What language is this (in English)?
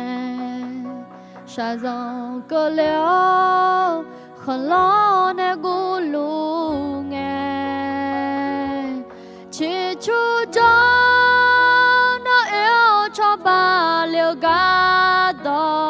Akha